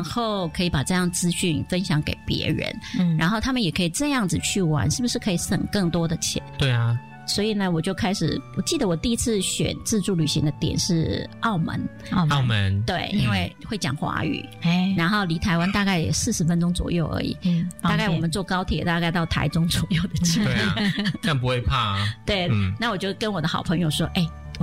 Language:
Chinese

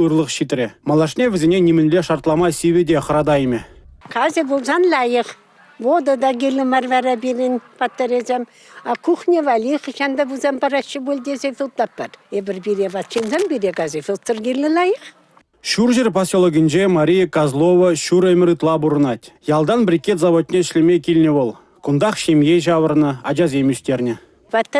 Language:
Chuvash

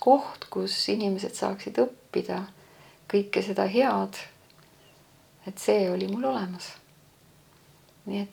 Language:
Estonian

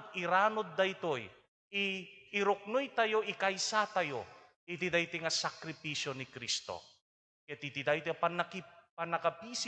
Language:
Iloko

